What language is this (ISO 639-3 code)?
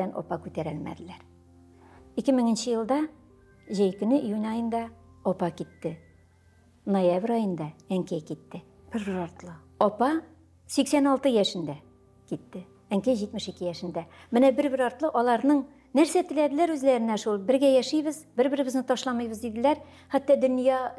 tat